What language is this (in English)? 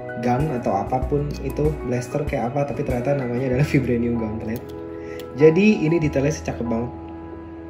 Indonesian